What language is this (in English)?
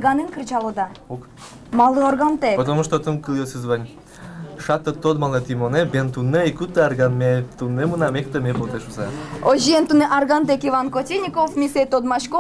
Udmurt